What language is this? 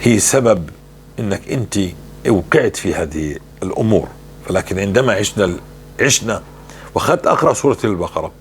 North Levantine Arabic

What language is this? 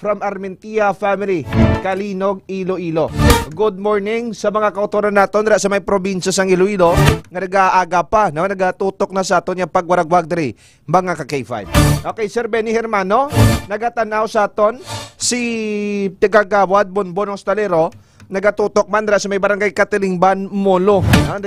Hiligaynon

